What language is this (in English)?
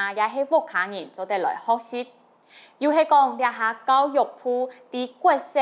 Hakka Chinese